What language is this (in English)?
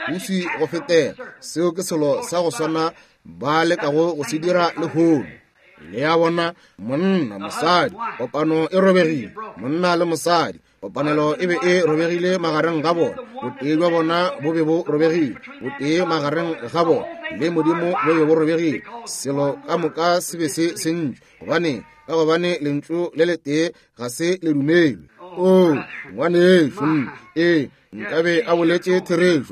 Northern Sotho